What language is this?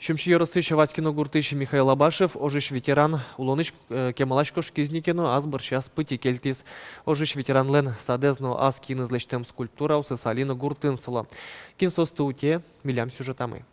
Udmurt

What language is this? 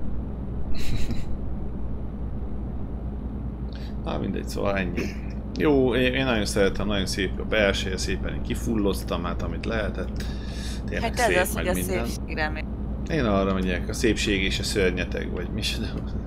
Hungarian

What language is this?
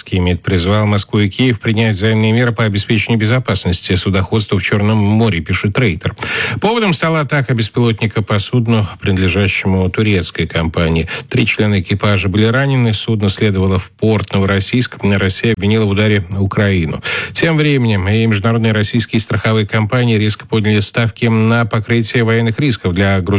Russian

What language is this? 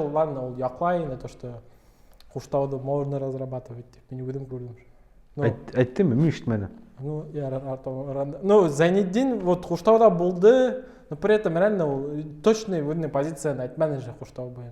Bashkir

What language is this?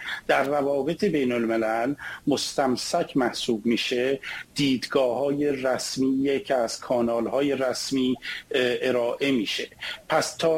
Persian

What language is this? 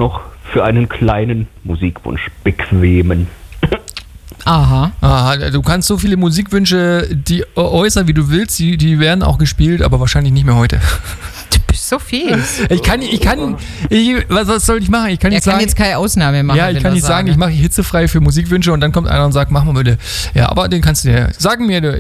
German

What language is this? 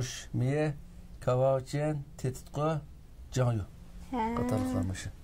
Uyghur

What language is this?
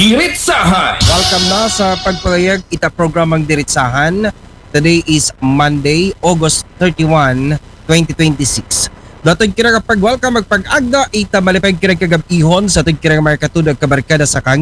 Aklanon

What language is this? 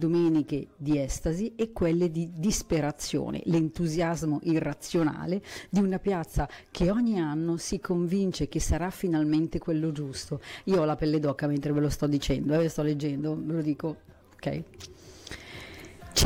Italian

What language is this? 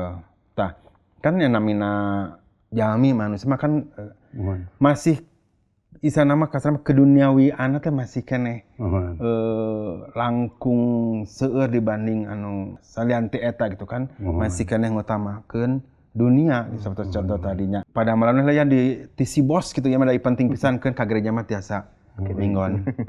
Sundanese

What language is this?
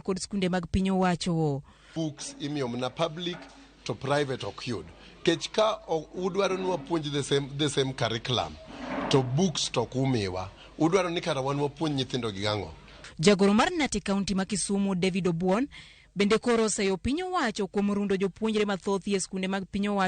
Luo (Kenya and Tanzania)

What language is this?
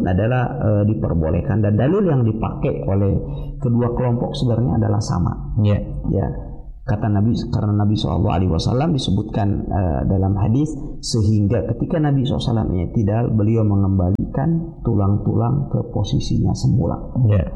Indonesian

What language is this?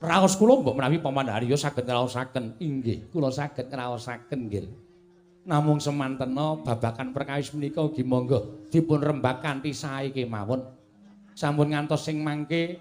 Javanese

